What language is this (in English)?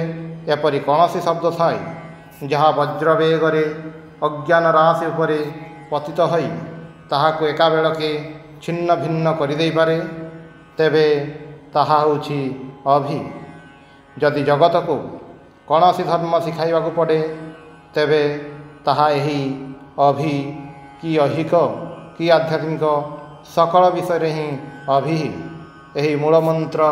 Odia